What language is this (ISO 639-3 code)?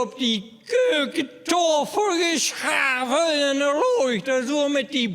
lim